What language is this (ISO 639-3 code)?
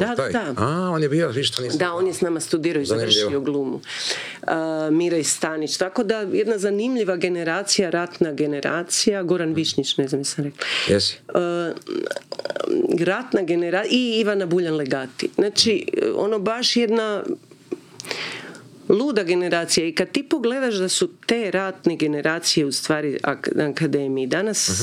hrv